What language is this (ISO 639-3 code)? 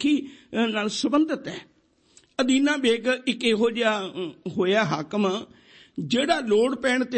pan